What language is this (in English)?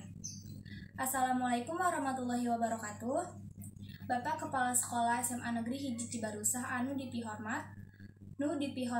Sundanese